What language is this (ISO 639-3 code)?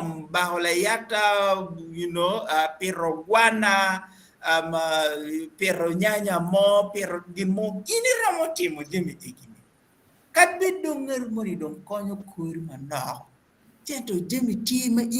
ach